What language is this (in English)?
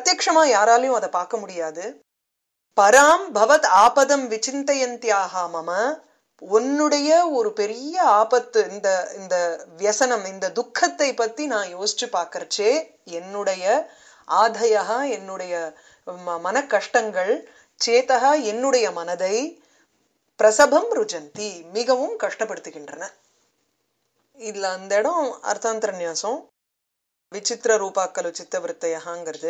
Tamil